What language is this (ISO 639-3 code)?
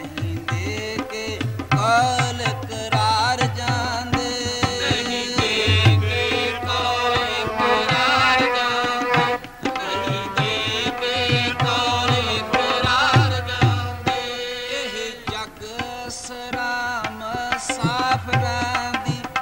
pan